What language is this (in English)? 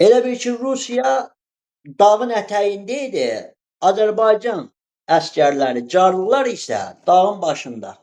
Azerbaijani